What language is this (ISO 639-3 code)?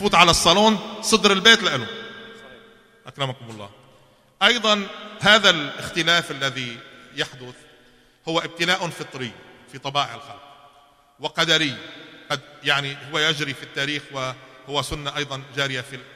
ara